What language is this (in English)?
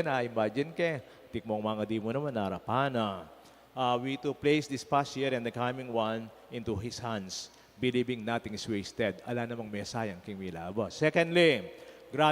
Pampanga